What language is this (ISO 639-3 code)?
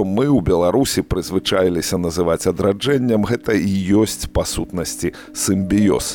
bel